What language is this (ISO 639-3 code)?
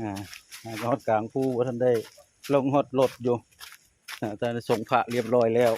tts